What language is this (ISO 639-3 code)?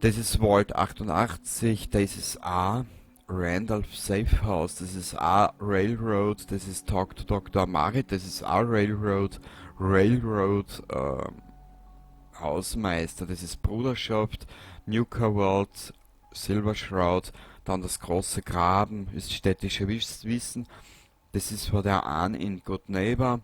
bar